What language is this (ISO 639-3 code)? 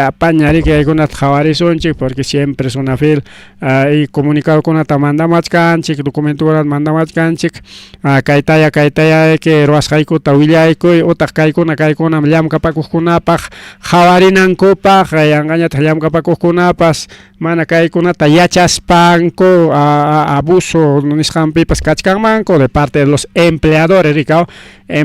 quy